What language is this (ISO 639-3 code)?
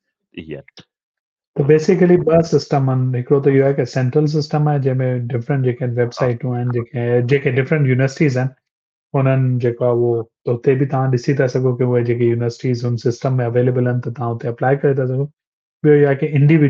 snd